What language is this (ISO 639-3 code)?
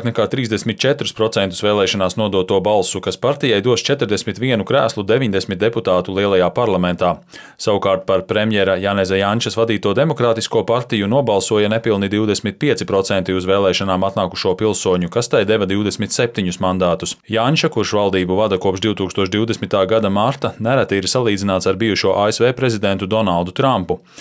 lav